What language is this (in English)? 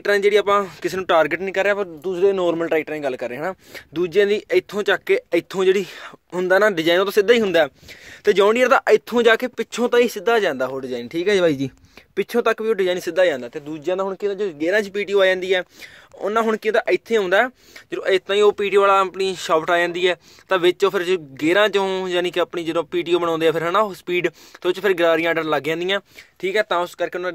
Punjabi